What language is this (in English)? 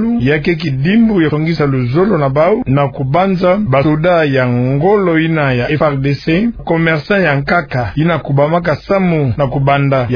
Kituba (Democratic Republic of Congo)